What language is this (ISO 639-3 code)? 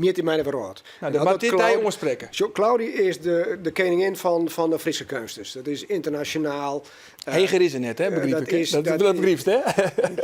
fry